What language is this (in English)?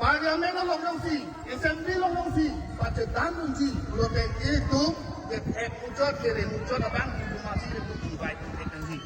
Karbi